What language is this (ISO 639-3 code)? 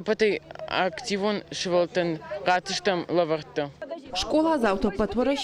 oss